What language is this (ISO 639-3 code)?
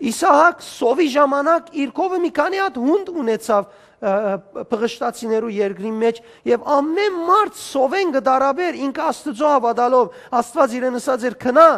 hyw